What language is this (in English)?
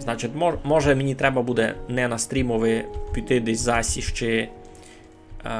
Rusyn